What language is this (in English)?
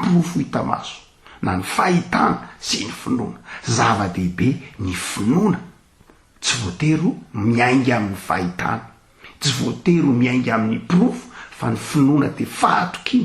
Malagasy